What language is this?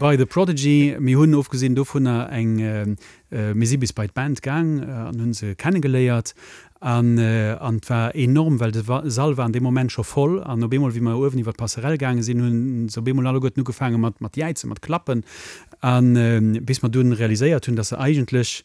Luxembourgish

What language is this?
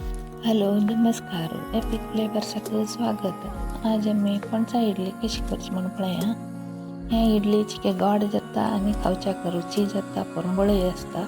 Konkani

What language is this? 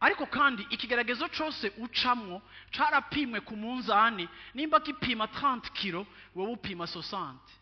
Rundi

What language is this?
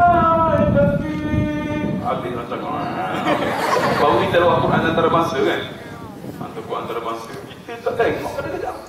Malay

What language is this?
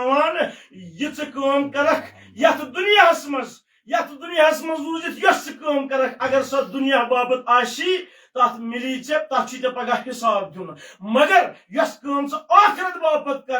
Kashmiri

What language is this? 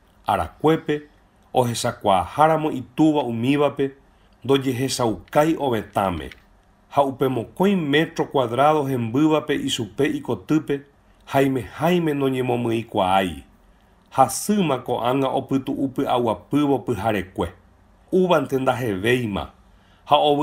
Guarani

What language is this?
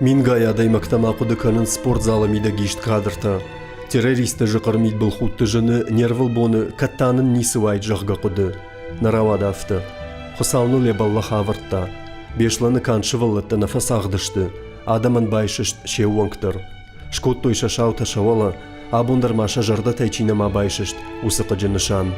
Ossetic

